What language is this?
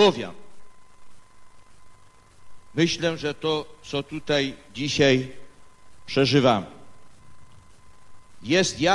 Polish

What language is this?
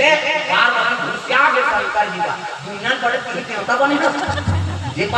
Chhattisgarhi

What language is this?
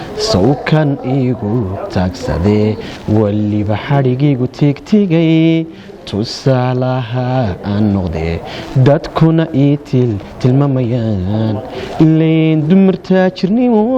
Somali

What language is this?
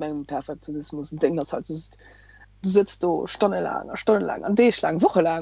Luxembourgish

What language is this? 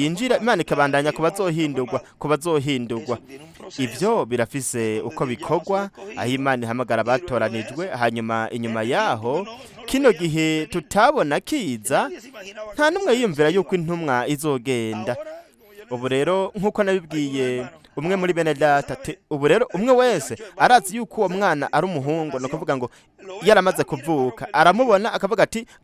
Rundi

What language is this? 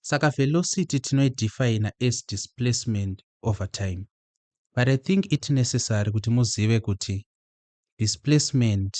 Shona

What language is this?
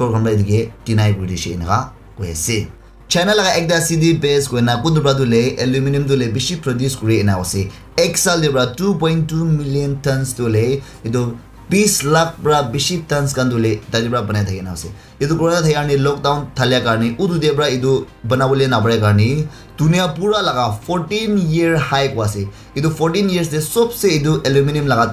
Naga Pidgin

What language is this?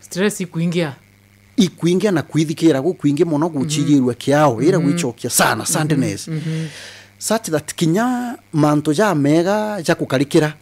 Meru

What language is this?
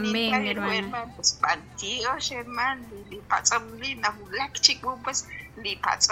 Kekchí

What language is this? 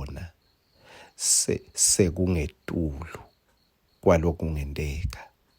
Swati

